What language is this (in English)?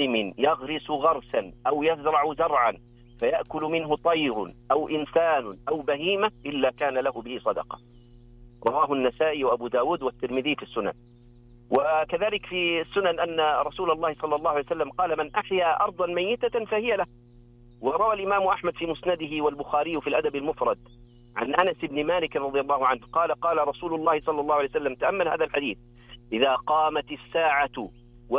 Arabic